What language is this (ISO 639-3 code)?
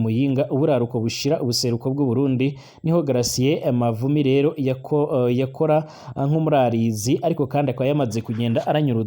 run